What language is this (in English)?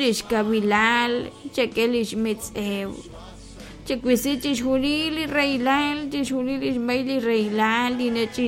Kekchí